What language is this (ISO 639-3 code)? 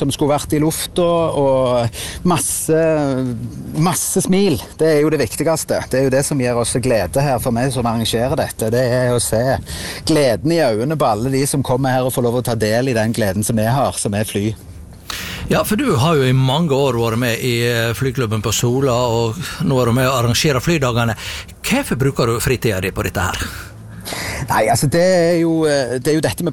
nor